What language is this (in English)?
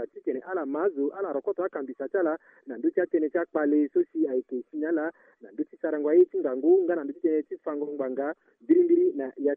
Sango